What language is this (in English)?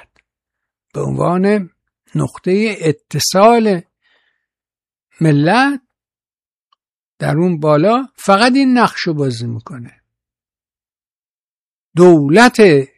Persian